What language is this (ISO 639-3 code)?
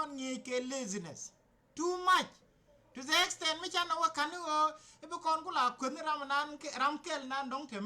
nus